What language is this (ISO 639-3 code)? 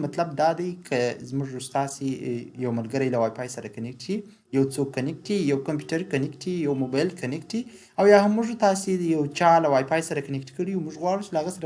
pus